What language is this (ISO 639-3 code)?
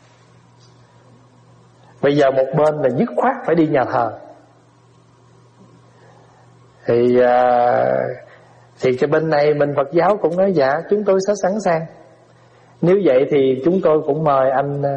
vie